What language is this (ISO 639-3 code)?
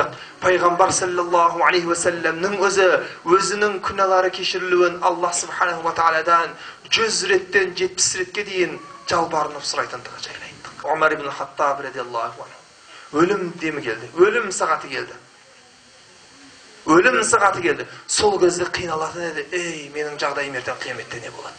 kaz